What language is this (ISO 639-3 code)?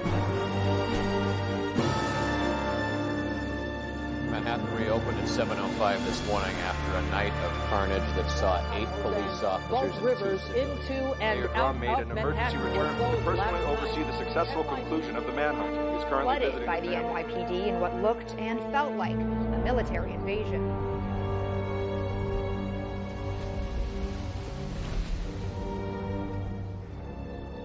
eng